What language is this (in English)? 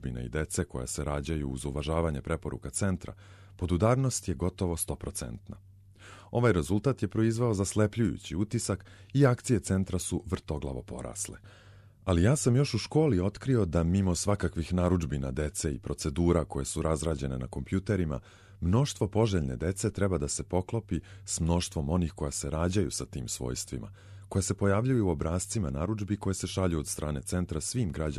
Serbian